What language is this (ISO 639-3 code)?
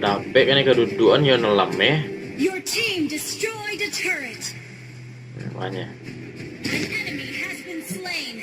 min